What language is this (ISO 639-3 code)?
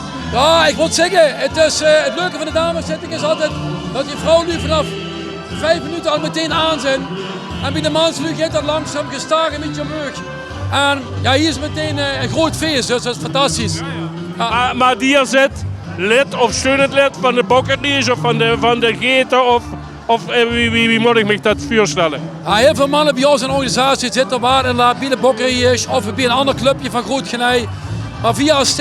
lim